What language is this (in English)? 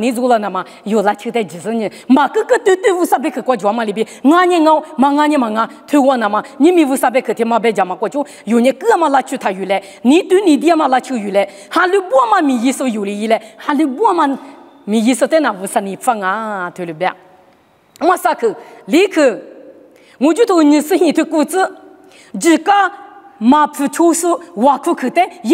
Lisu